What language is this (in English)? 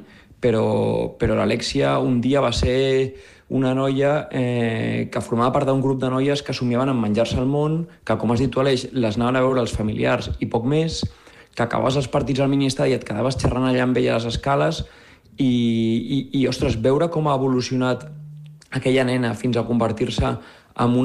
Catalan